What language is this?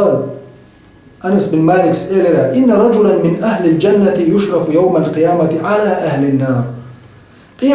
Chechen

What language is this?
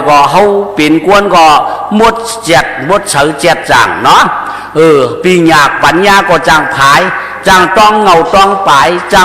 Shan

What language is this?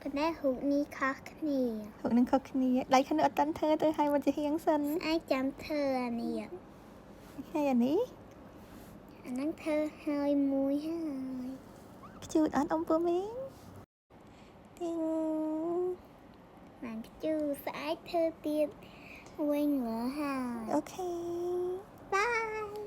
Khmer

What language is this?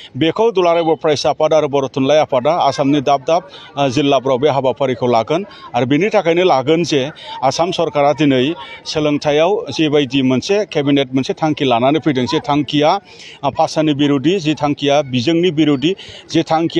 Bodo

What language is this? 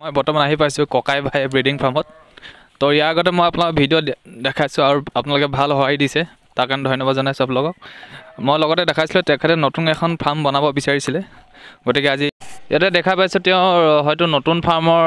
Assamese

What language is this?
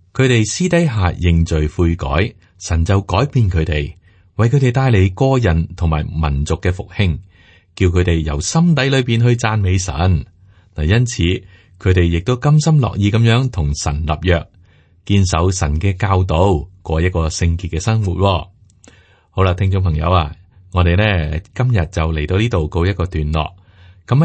Cantonese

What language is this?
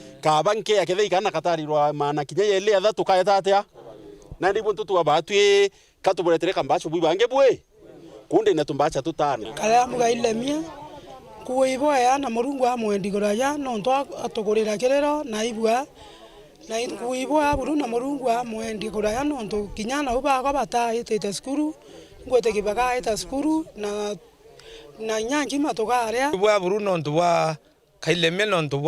Meru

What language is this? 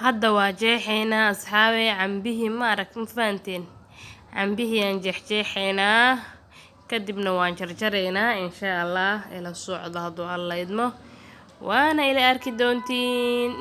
Somali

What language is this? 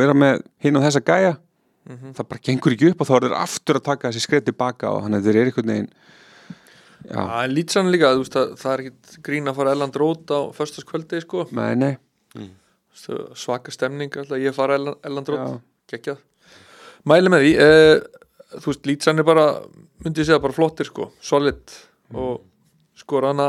Icelandic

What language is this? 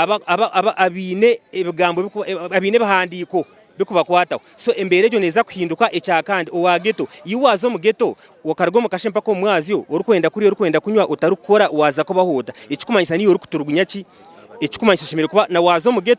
Nyankole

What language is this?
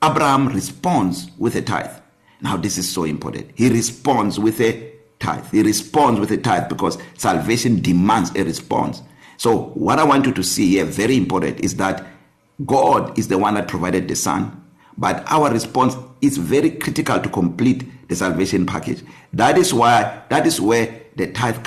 English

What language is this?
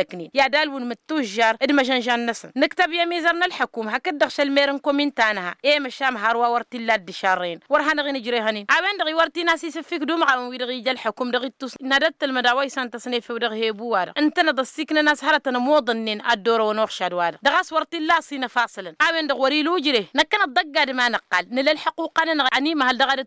Tamasheq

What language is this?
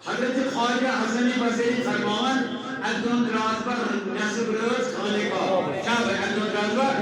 Kashmiri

